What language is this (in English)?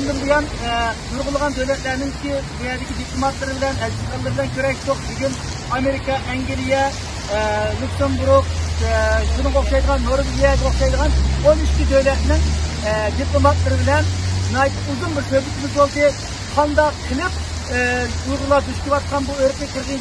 Uyghur